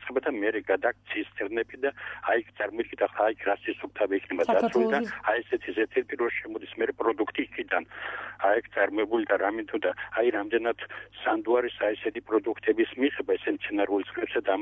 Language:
Georgian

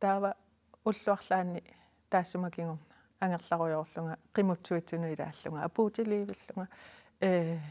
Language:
Kalaallisut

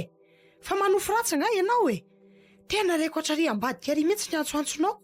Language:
Malagasy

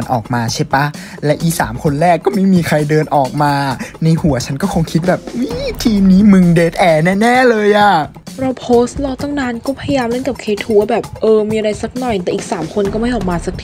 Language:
Thai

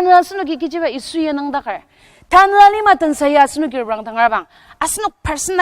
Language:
Ao Naga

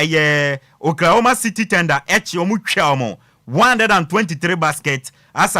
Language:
Akan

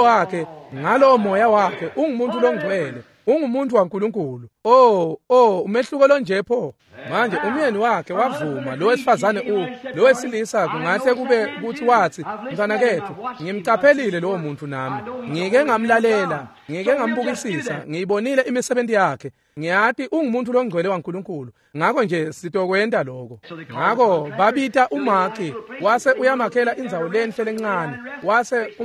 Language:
Swati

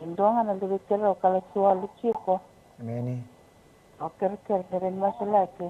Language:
Fijian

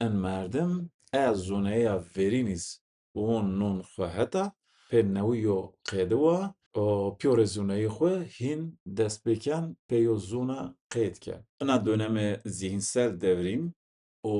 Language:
Zaza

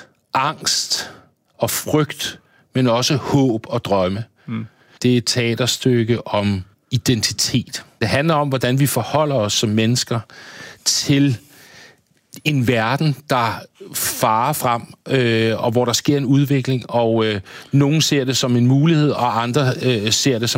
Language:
Danish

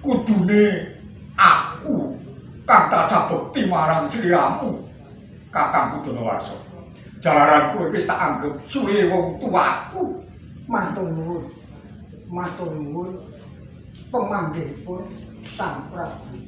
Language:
Javanese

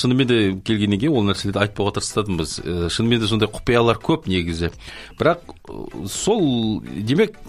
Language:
Kazakh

